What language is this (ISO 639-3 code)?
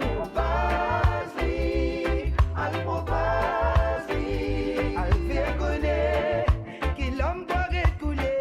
mfe